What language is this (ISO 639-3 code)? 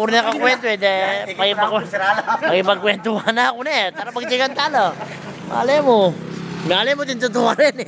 pam